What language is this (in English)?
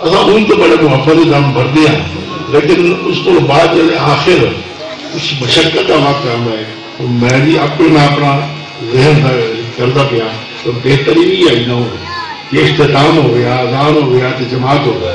Saraiki